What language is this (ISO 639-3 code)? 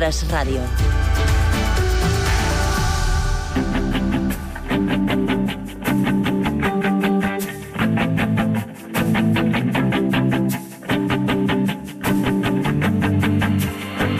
cat